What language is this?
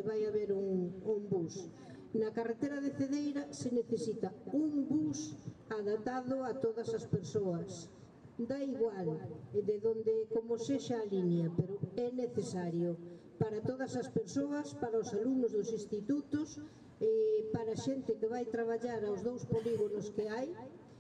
Galician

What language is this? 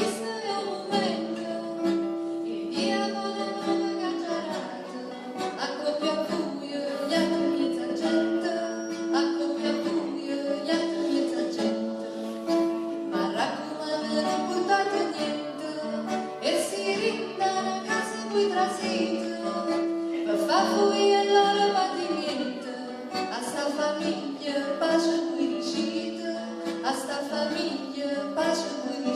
Neapolitan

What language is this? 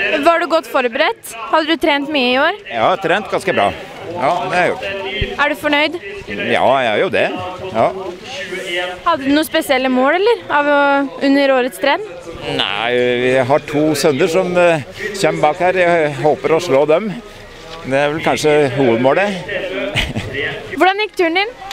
Norwegian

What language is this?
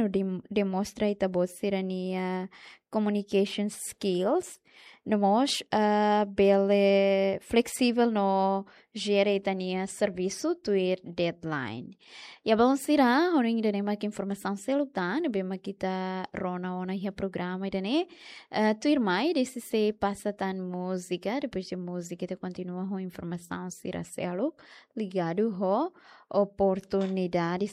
Tetum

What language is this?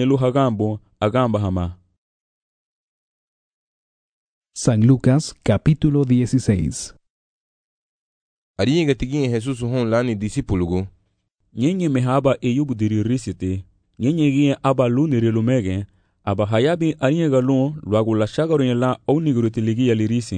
Garifuna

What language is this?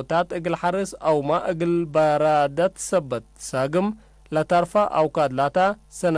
Tigre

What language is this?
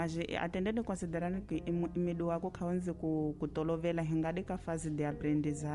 Tsonga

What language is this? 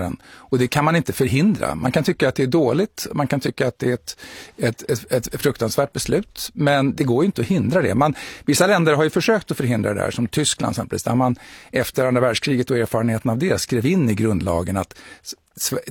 Swedish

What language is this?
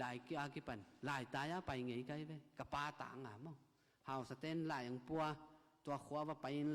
Tedim Chin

